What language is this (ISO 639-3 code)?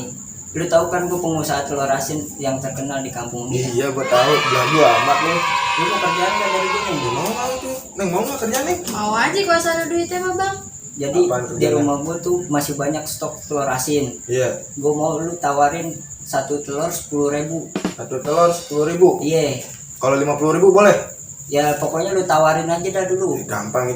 bew